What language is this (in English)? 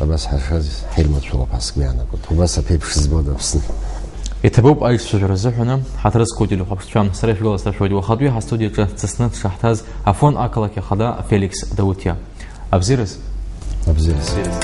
Abkhazian